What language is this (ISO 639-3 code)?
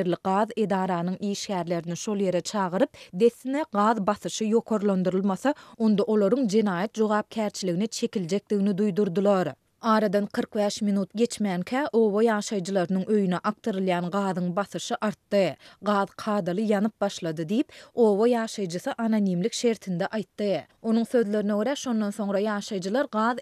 tuk